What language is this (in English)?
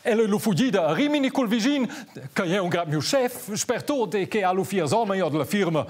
Romansh